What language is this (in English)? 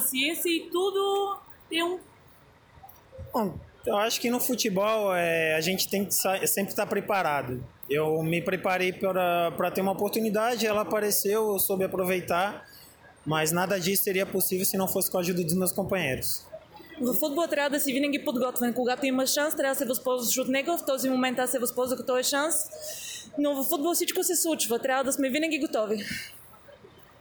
Bulgarian